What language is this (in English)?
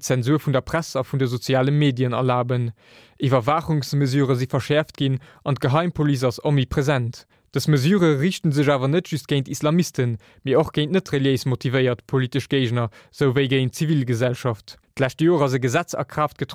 Luxembourgish